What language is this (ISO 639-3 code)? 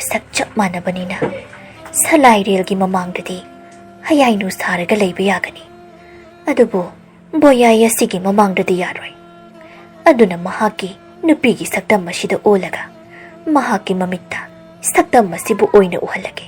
mni